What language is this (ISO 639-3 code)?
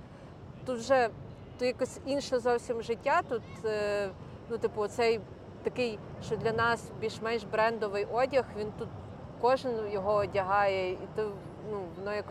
ukr